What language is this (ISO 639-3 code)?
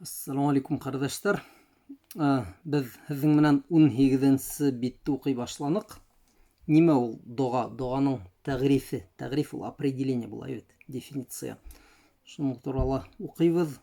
bak